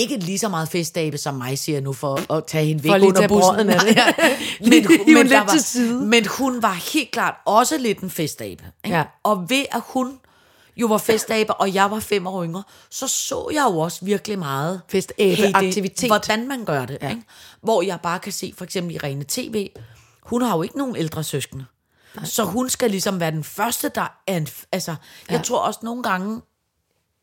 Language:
Danish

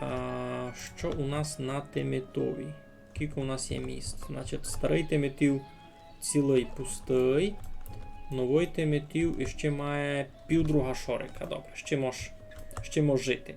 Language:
Rusyn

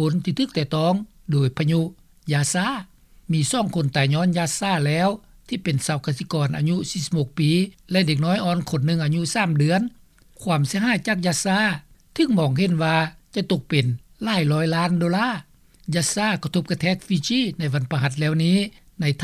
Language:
Lao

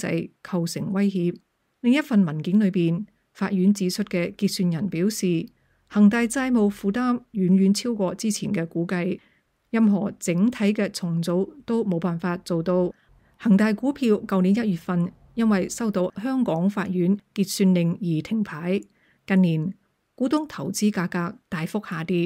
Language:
Cantonese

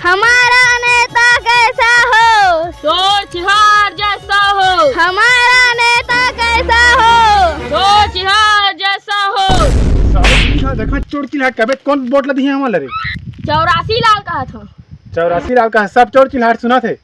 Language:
Chhattisgarhi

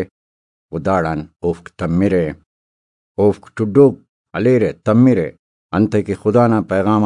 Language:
Brahui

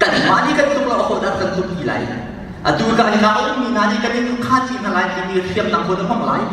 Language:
Hakha Chin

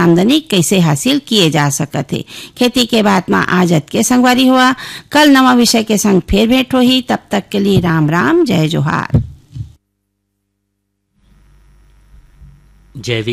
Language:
Chhattisgarhi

